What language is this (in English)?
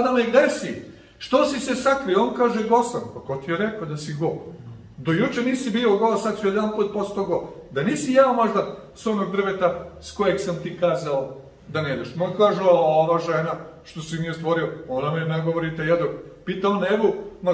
Serbian